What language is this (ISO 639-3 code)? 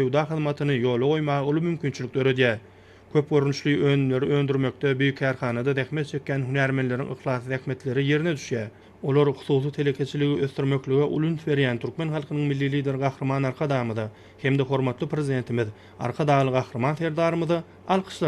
tuk